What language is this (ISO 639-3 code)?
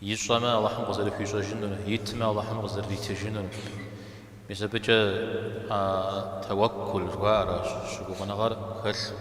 kbd